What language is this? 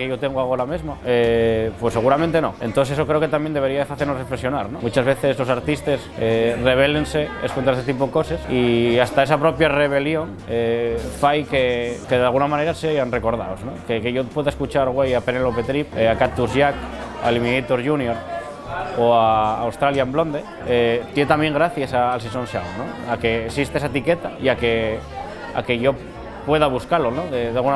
Asturian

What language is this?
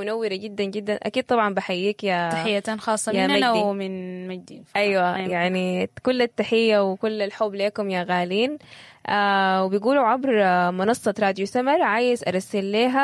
Sudanese Arabic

